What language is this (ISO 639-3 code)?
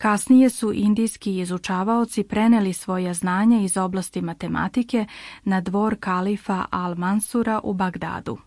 bos